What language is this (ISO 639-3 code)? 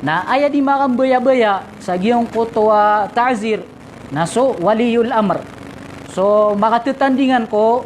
mrw